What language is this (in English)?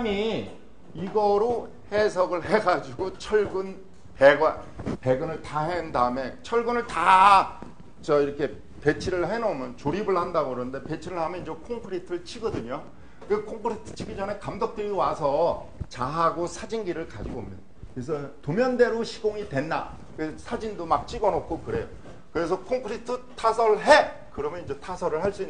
Korean